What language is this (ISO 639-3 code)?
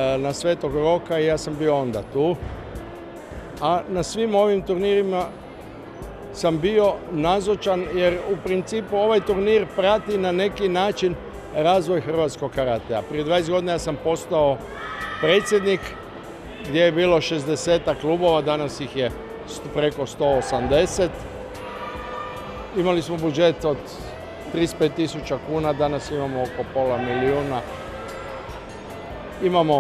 hrv